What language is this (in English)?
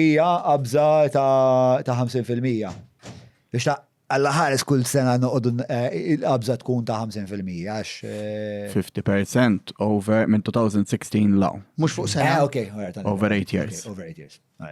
Maltese